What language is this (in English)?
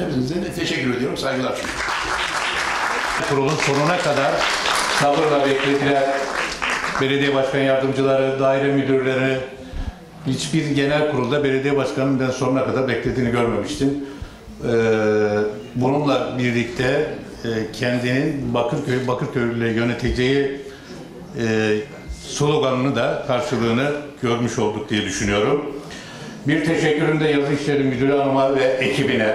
Turkish